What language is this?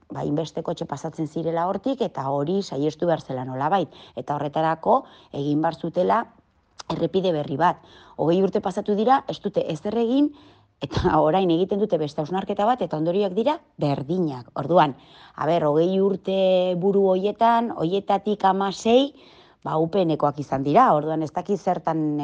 Basque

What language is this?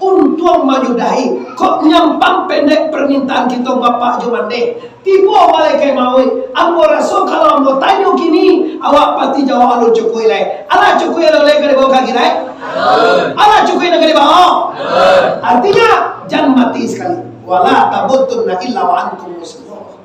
Minangkabau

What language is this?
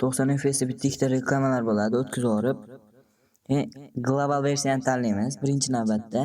Uzbek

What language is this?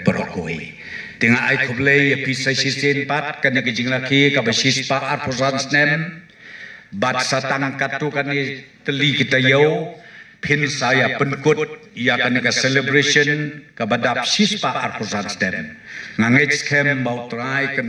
Khasi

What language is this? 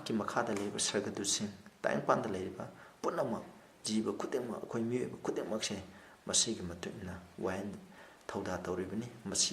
Manipuri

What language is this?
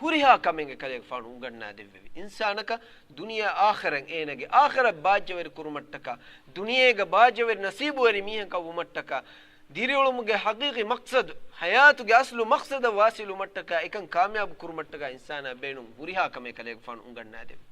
Divehi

